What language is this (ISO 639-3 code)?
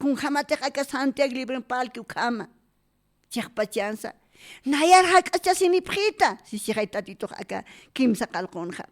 aym